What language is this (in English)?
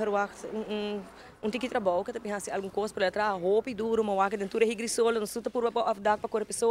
Papiamento